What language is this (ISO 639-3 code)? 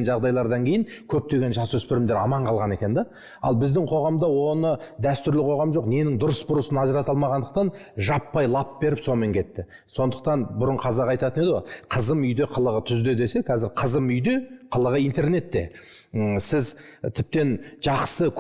kaz